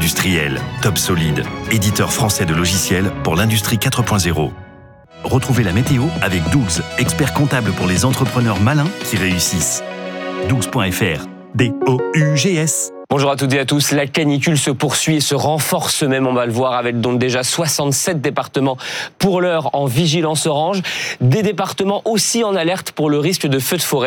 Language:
French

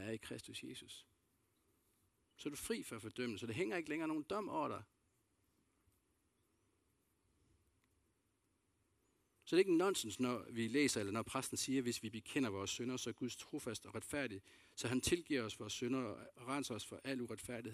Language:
Danish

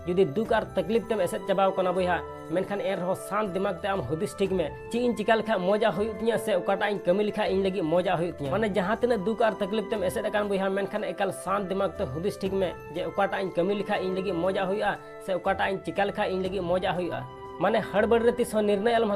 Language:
Santali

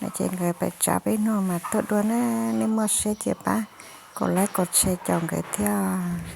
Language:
Hmong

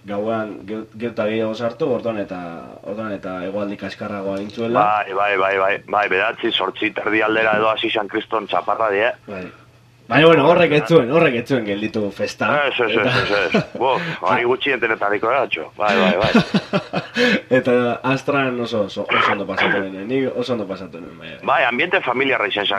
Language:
Basque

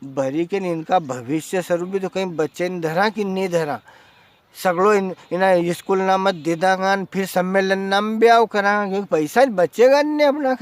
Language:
Rajasthani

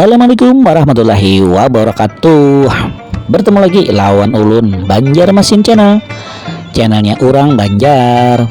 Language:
Banjar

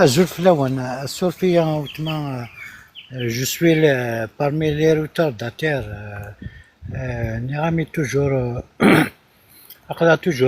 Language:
Kabyle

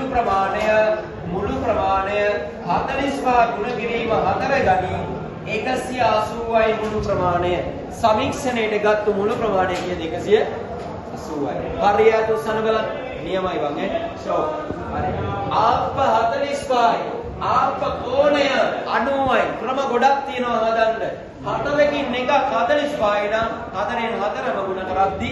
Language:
Sinhala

